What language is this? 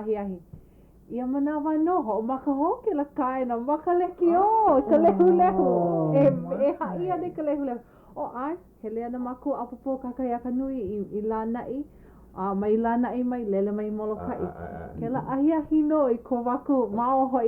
Hawaiian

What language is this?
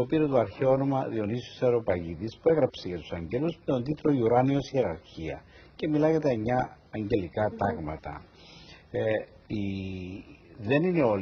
Greek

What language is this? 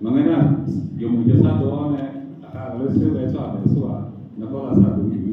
Akha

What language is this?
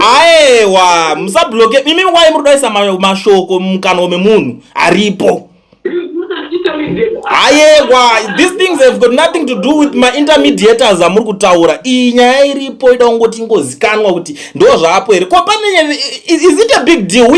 Shona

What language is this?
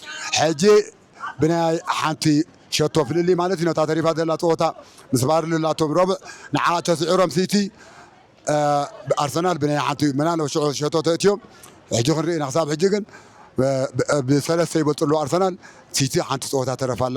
Tigrinya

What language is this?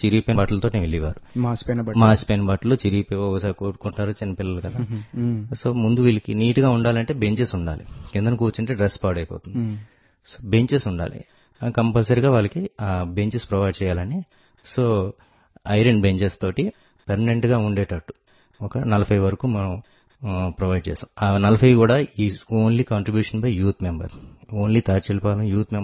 Telugu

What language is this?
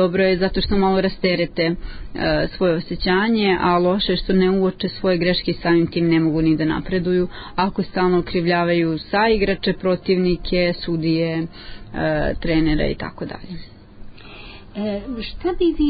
Serbian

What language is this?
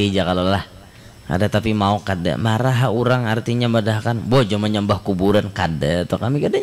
Banjar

